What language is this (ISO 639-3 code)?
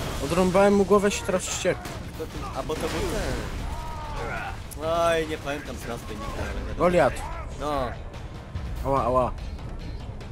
pol